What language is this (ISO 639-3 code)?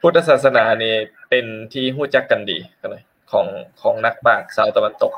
lao